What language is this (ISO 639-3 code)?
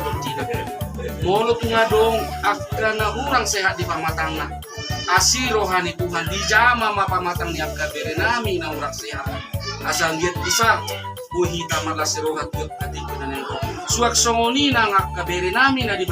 bbc